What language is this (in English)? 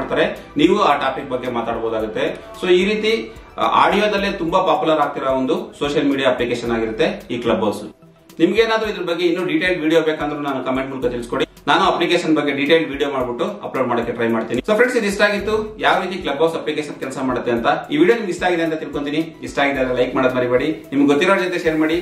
Kannada